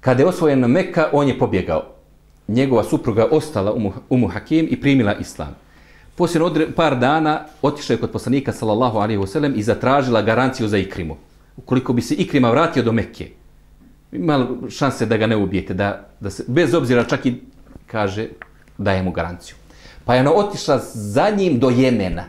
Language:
Bosnian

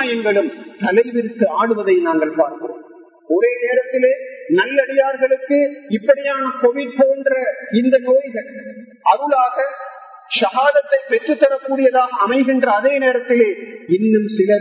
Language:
Tamil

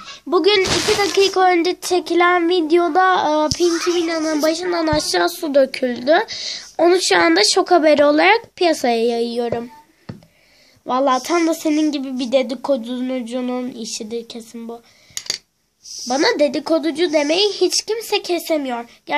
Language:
Turkish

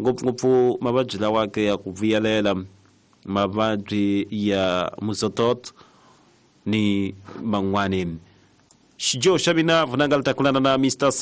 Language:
Tsonga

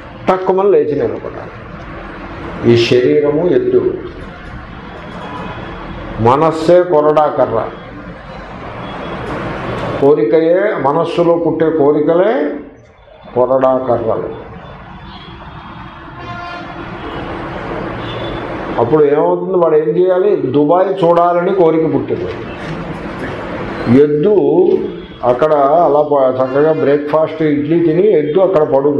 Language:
Telugu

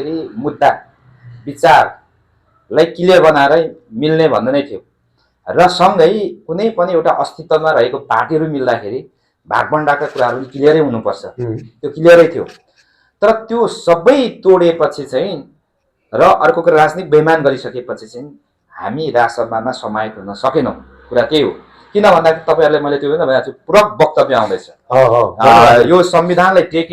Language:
Nepali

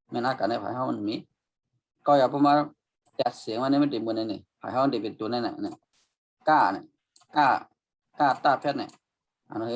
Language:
Shan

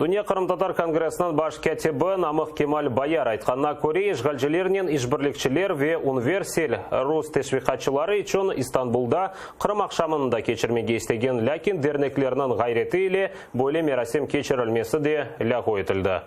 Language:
Crimean Tatar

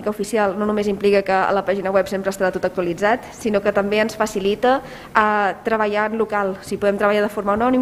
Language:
Catalan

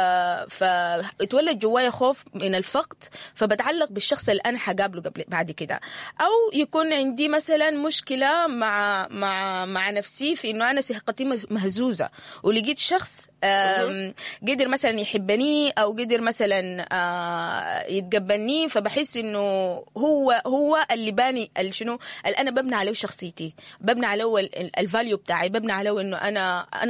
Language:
Sudanese Arabic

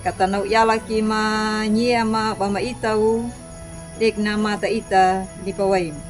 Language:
Anakalangu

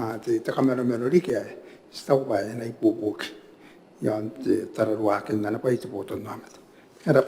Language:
Gilbertese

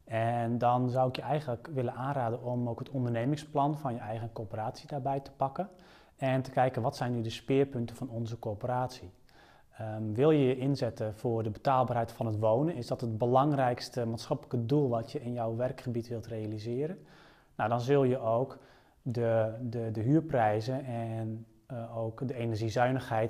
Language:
Dutch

